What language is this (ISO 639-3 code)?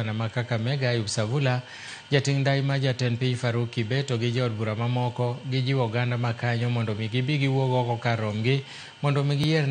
luo